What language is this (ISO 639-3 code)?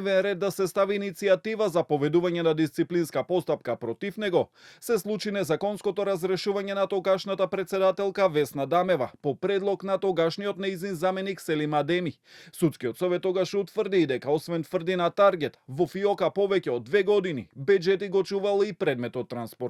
mkd